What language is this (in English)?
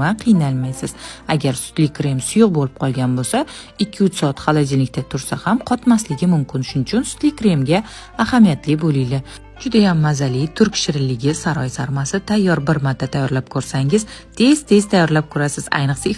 Uzbek